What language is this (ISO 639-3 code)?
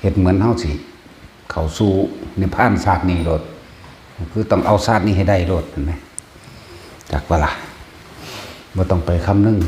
tts